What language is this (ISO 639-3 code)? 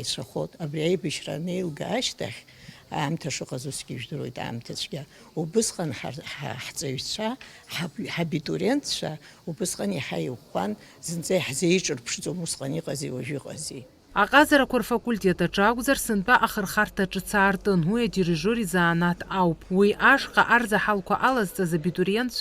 abk